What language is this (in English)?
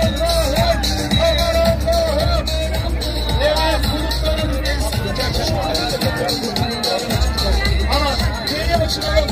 Turkish